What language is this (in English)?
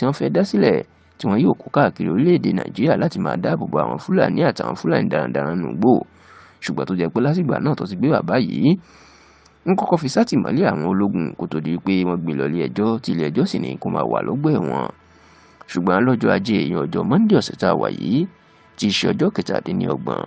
Yoruba